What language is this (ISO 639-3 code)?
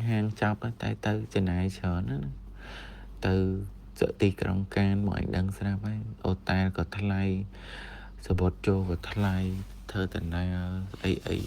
khm